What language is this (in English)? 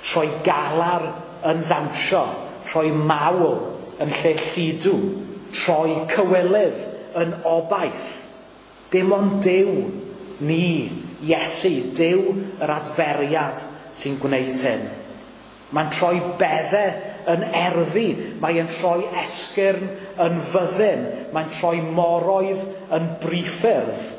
Welsh